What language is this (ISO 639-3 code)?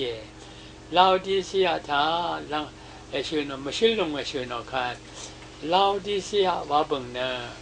raw